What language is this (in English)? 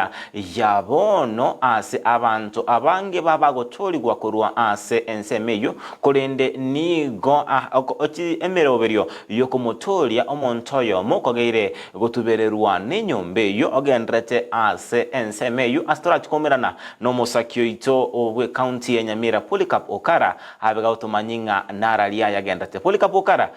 Gusii